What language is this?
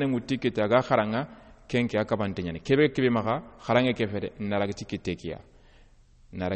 Soninke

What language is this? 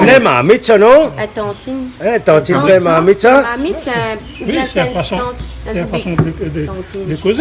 Réunion Creole French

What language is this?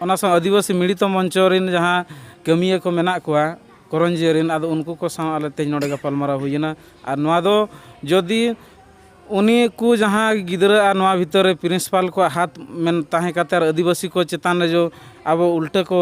Santali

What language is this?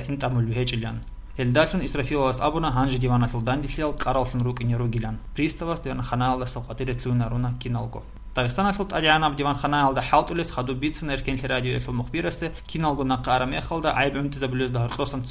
Avaric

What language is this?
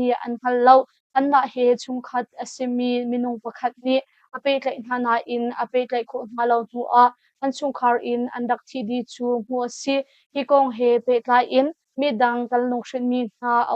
Hakha Chin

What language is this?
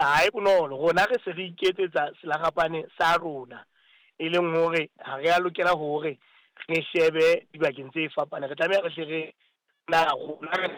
Southern Sotho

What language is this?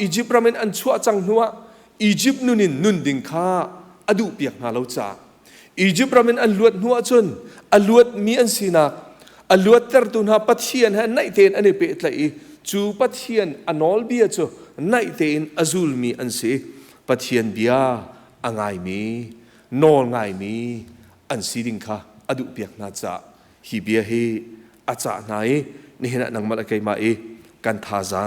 Hakha Chin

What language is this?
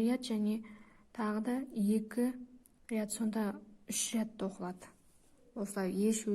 Kazakh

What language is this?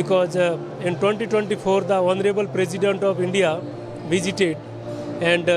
English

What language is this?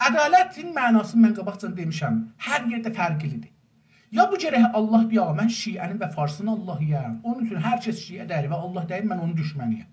South Azerbaijani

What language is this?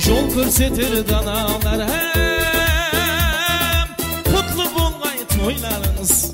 Kara-Kalpak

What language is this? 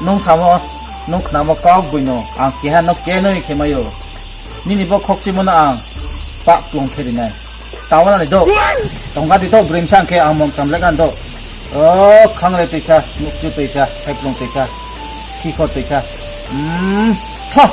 Riang (India)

